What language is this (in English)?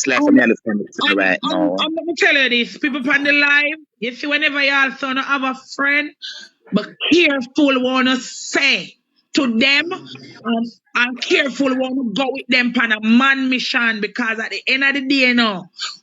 Jamaican Creole English